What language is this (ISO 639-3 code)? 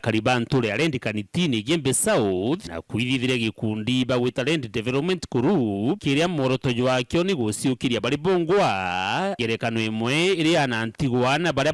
mer